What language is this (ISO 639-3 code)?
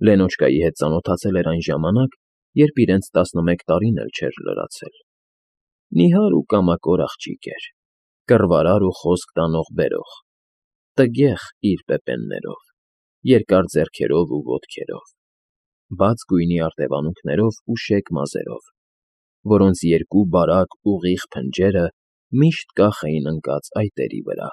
hye